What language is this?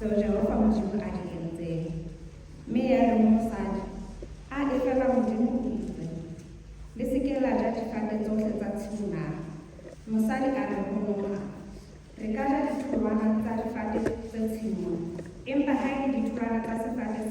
Southern Sotho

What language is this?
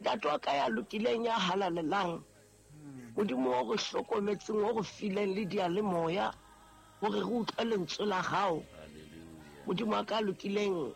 Southern Sotho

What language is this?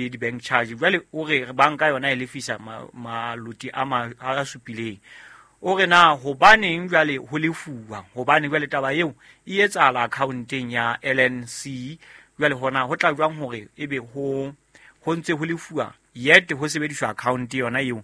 Southern Sotho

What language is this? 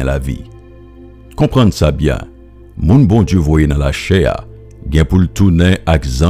Haitian Creole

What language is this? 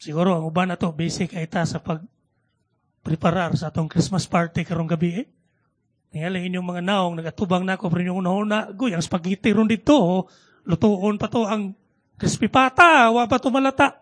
Cebuano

